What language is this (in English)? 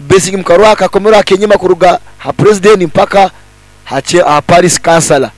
Nyankole